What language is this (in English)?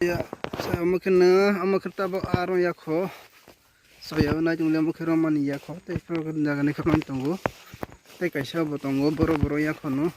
Kok Borok